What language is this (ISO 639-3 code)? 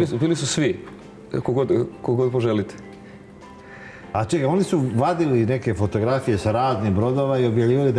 srp